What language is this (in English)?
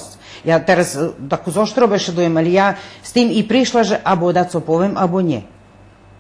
Rusyn